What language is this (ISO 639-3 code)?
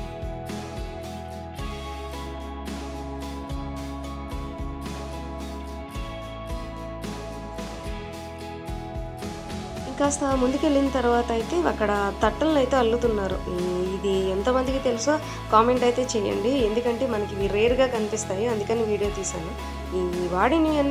tel